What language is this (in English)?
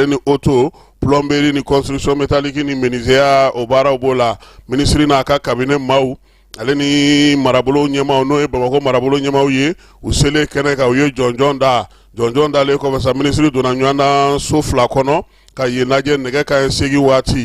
Bambara